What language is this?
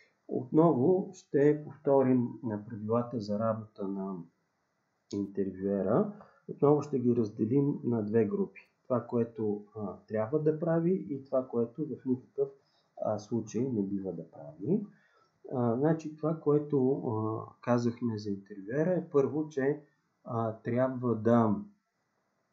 Bulgarian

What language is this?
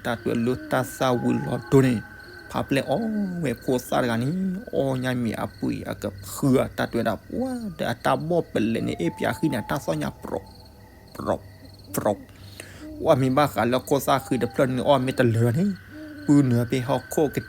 S'gaw Karen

